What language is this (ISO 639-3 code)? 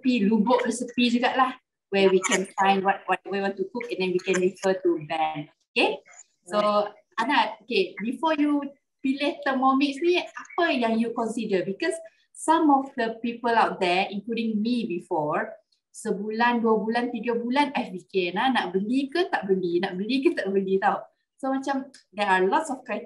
msa